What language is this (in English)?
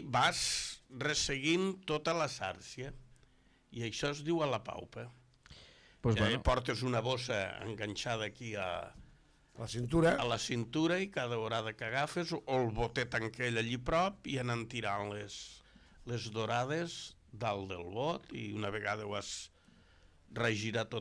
Catalan